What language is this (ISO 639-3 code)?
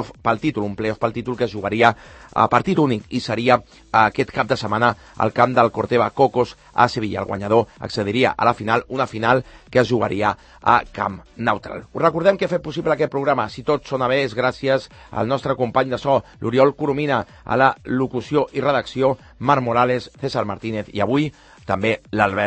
cat